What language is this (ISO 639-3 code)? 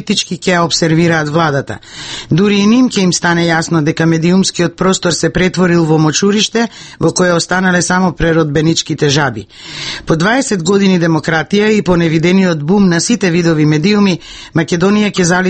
mkd